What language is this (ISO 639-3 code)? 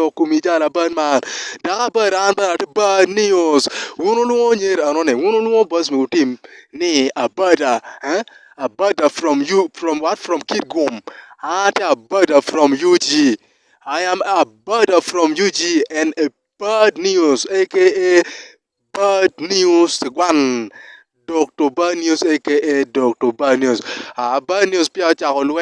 ach